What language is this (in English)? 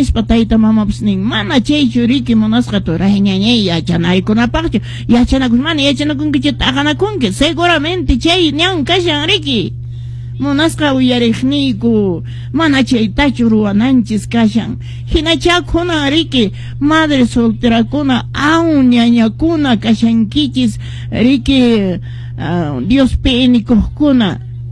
Quechua